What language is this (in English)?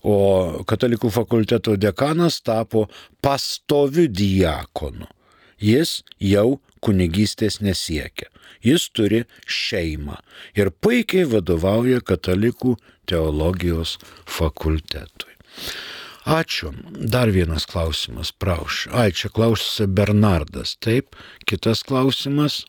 Lithuanian